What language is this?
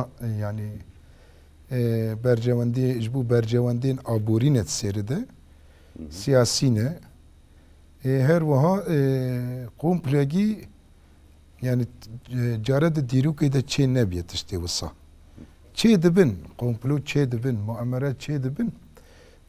Kurdish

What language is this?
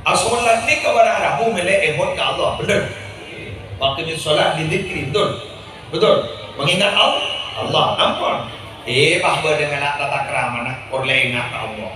Madurese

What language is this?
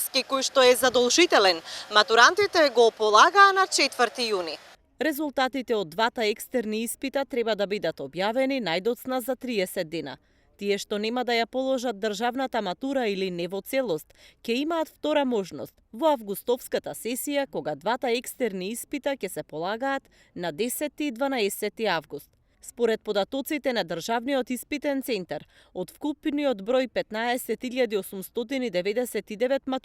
Macedonian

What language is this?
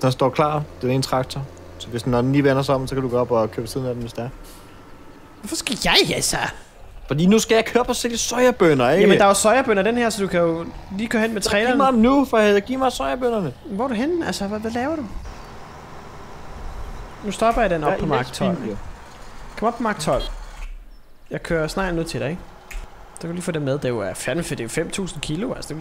Danish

